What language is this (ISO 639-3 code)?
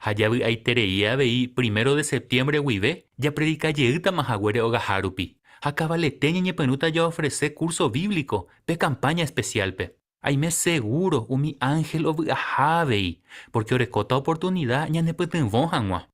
grn